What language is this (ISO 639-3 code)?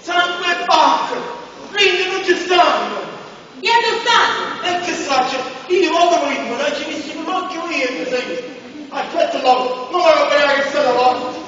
nap